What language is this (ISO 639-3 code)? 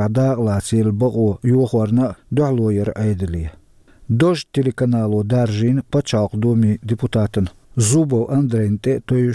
che